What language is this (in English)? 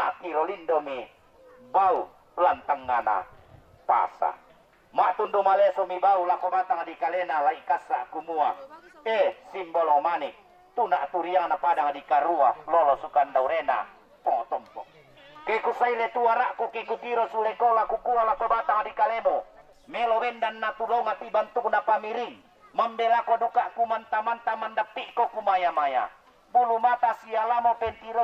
Toraja-Sa'dan